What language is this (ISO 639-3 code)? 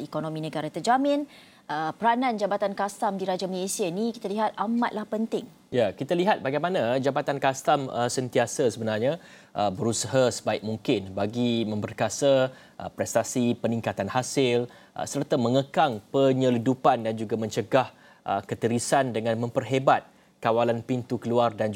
msa